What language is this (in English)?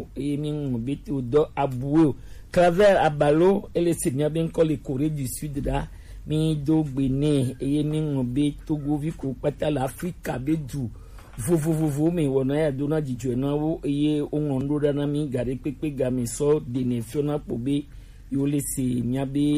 Gen